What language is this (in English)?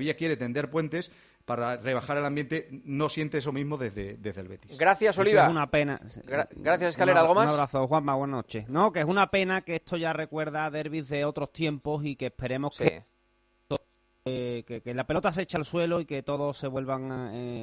Spanish